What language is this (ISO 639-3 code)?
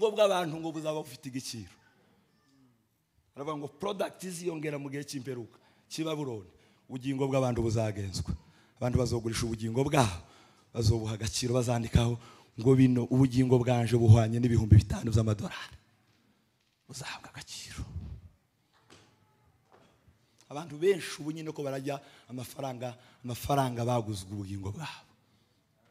kin